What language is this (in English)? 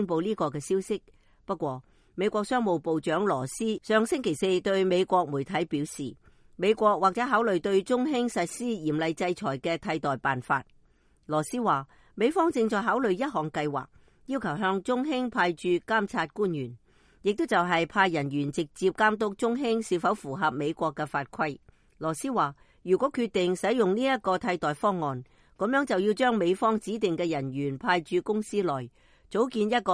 Cantonese